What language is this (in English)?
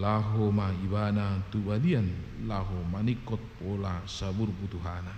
Batak Toba